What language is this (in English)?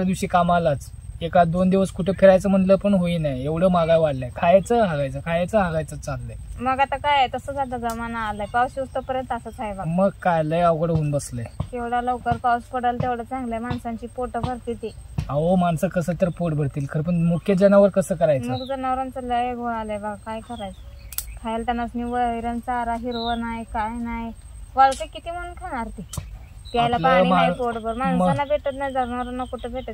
Marathi